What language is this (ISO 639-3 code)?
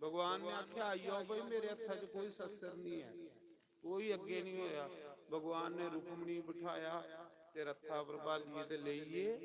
doi